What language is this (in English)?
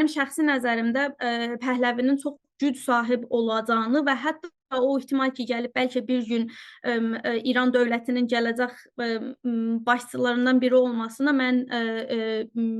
Azerbaijani